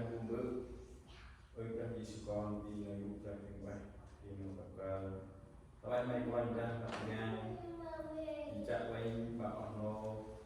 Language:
Central Mnong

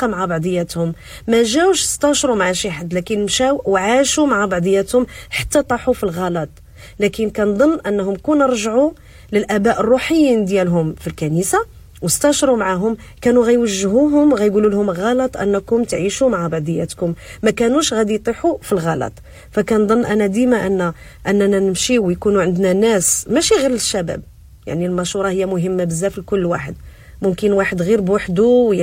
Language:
Moroccan Arabic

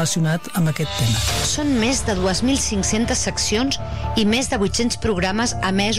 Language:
Catalan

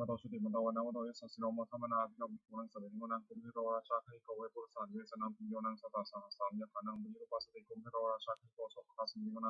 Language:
Pali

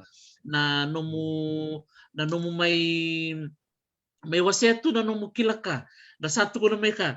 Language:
Fijian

